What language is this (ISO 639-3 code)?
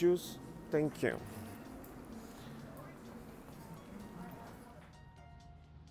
rus